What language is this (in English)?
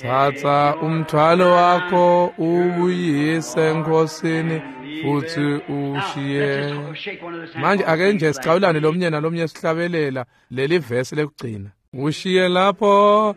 Swati